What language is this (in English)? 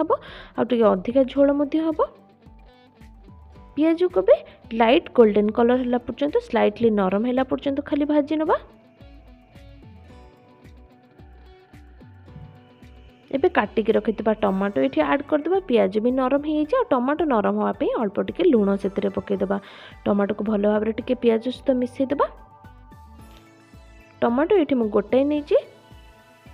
Odia